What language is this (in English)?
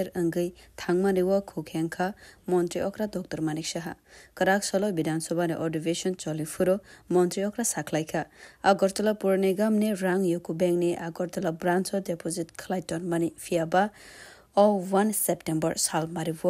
Kok Borok